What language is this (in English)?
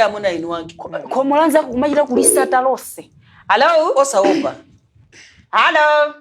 Nyanja